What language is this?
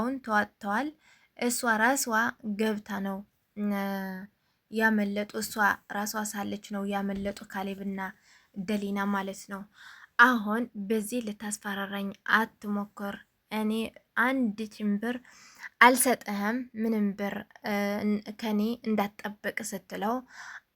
Amharic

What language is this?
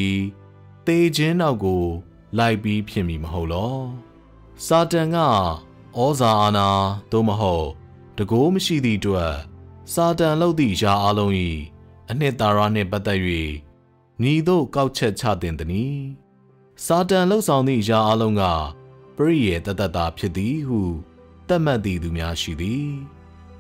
Burmese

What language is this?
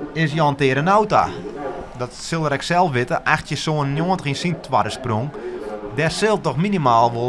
Western Frisian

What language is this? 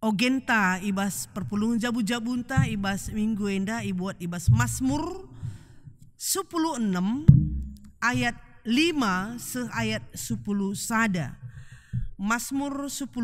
Batak Karo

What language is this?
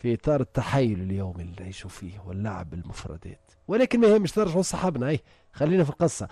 Tunisian Arabic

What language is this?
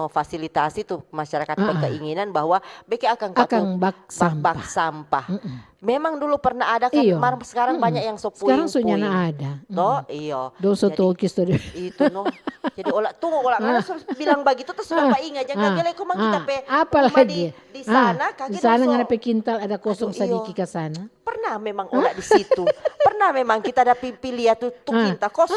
Manado Malay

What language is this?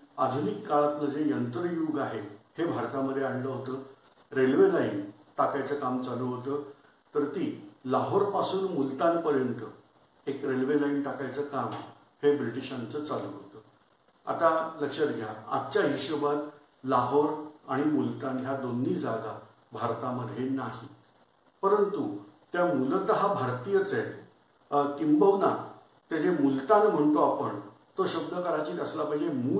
Marathi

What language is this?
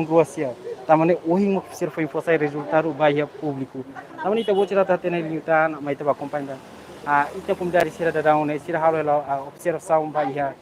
Tetum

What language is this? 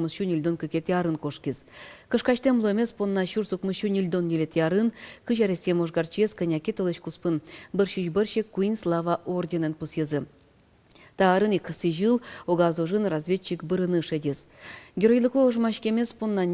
Udmurt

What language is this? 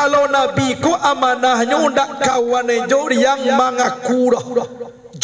Minangkabau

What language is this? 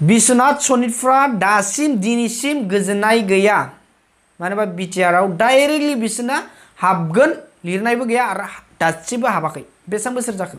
Bodo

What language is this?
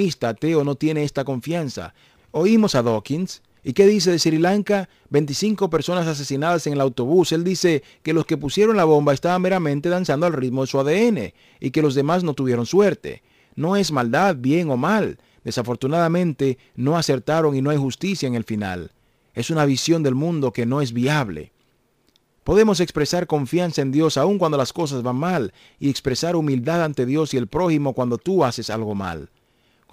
Spanish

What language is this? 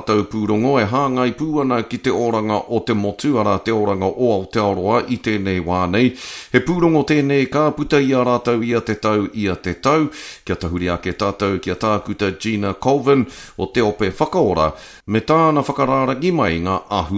Māori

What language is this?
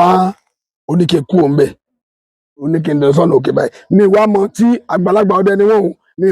Yoruba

